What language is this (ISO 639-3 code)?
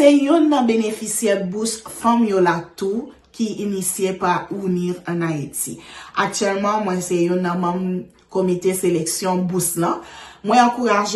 hat